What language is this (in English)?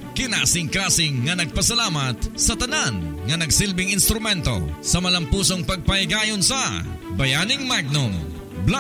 Cebuano